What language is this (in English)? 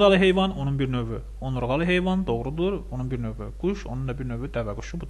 Azerbaijani